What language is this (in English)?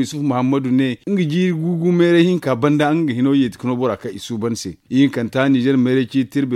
Zarma